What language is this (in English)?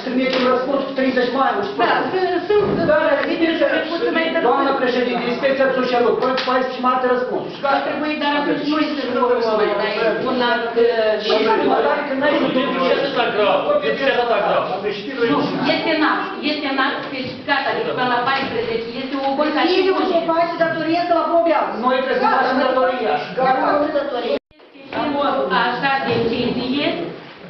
Romanian